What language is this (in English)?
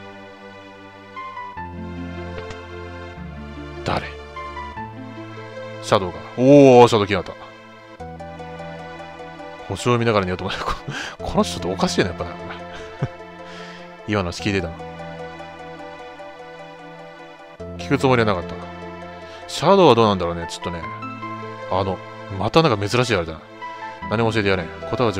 Japanese